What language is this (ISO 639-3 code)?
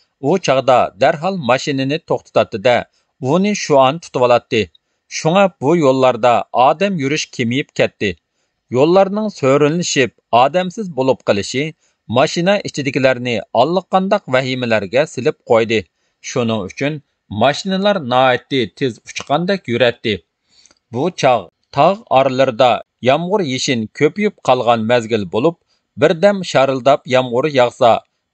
uig